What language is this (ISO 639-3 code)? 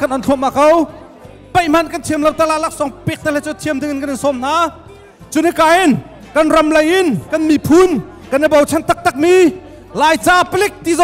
cnh